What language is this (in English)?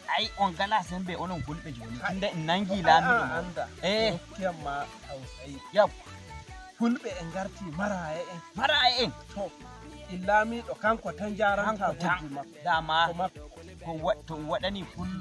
Nigerian Fulfulde